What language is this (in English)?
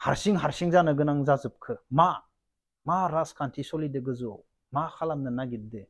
Bodo